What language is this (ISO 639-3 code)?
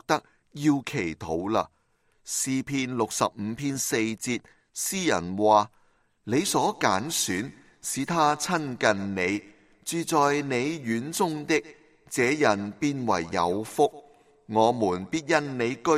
yue